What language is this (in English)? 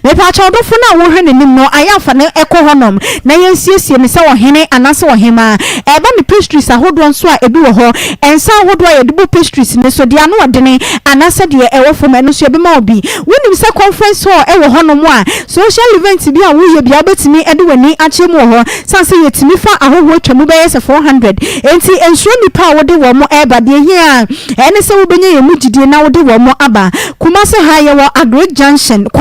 Akan